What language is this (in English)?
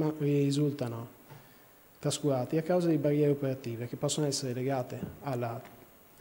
Italian